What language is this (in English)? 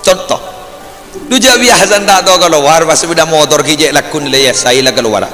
Madurese